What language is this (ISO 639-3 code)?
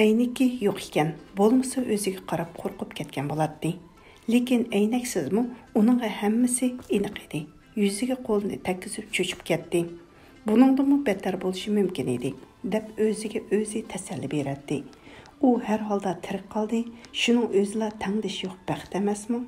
uig